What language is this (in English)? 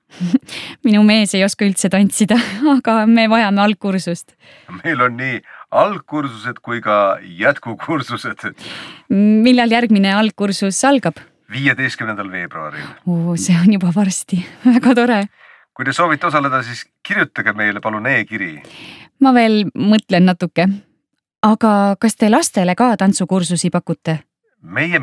Estonian